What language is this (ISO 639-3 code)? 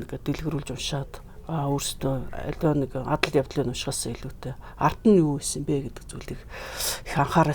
mon